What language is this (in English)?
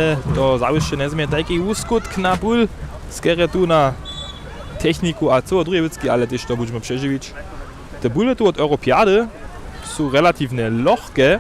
Upper Sorbian